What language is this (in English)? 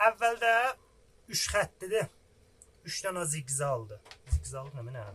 South Azerbaijani